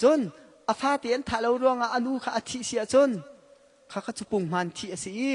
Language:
Hakha Chin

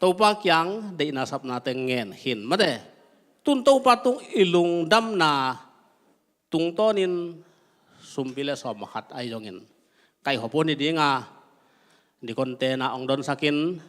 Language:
Tedim Chin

